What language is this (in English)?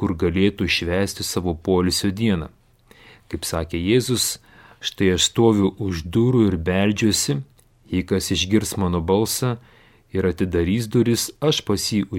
Lithuanian